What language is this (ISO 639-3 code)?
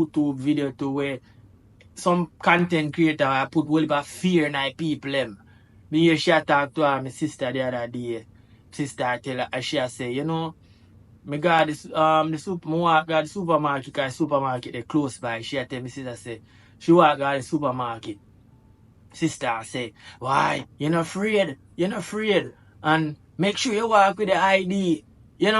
jam